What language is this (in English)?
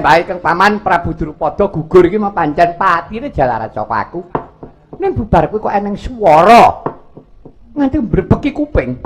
Javanese